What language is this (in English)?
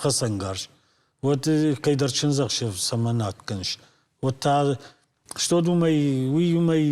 Ossetic